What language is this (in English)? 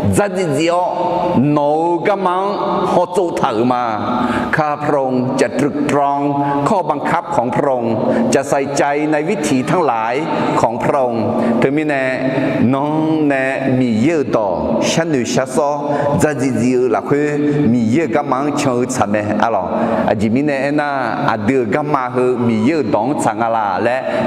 Akha